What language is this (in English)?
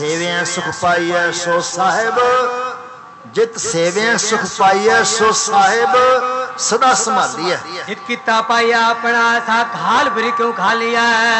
Punjabi